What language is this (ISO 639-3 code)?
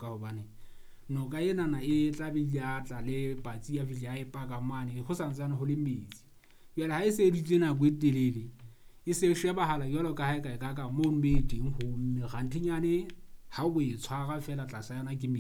sot